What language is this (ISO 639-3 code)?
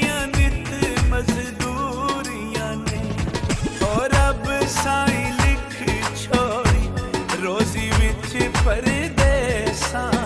phr